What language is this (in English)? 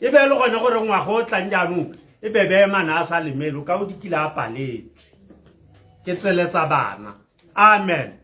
Tswana